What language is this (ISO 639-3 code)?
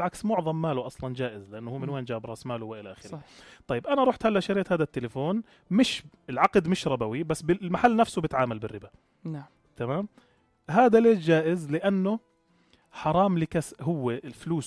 apc